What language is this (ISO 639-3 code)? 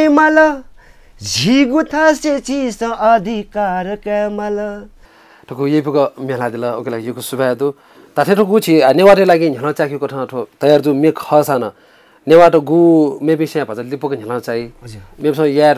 new